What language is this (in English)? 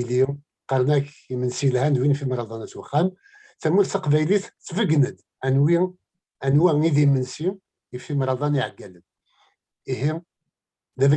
Kabyle